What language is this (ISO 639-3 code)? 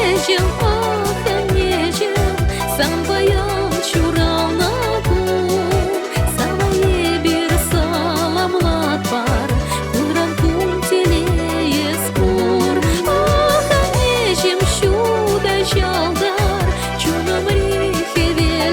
chv